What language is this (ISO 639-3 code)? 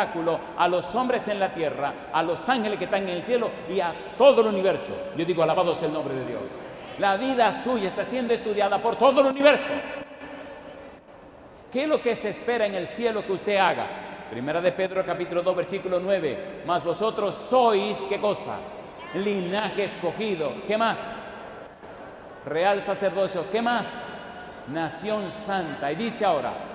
spa